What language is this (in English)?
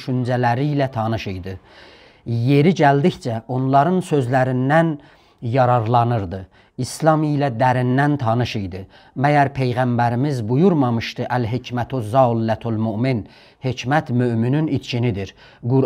South Azerbaijani